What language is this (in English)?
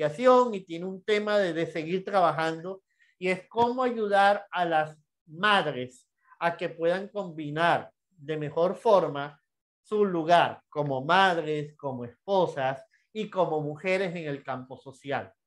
Spanish